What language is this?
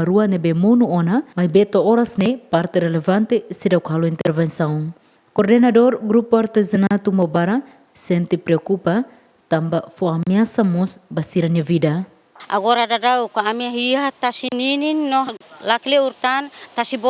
Tetum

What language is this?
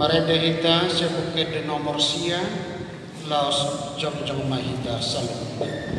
Batak Toba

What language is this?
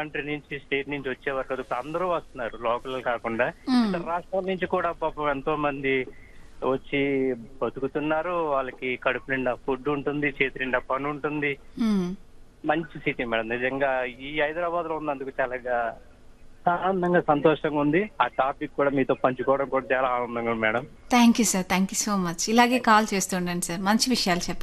Telugu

